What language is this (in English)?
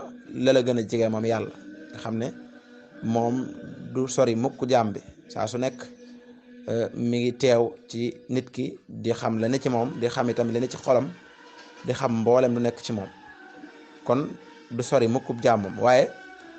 Wolof